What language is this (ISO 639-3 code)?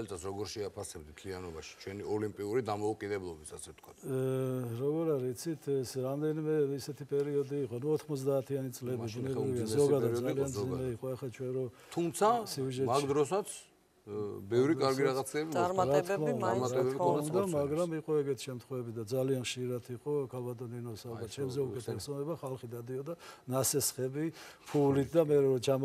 kat